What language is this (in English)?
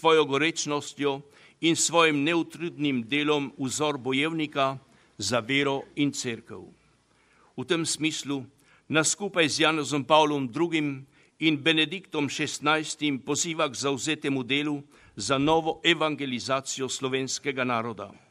Slovenian